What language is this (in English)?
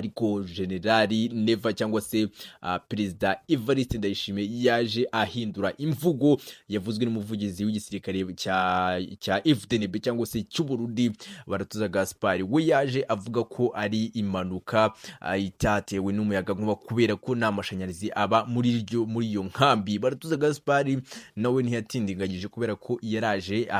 Kinyarwanda